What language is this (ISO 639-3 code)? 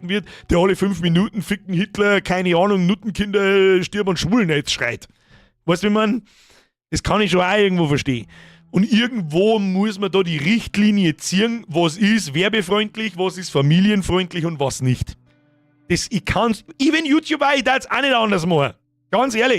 bar